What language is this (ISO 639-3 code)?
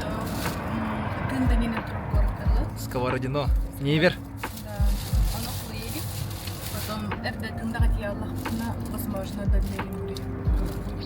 sah